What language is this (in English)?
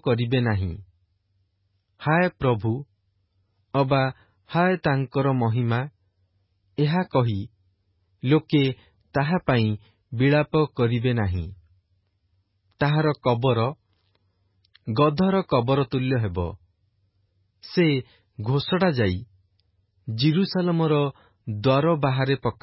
Odia